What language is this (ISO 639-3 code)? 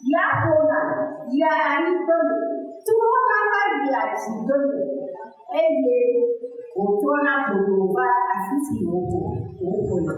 ewe